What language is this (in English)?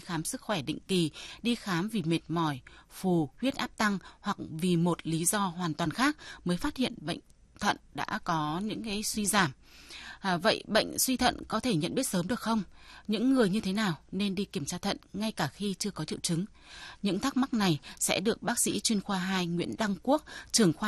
Vietnamese